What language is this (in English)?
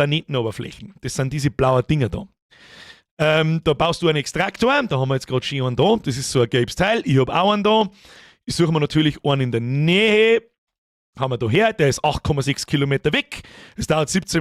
Bavarian